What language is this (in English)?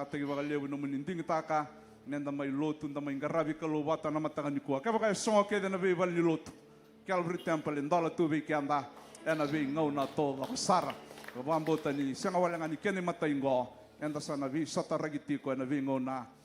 Fijian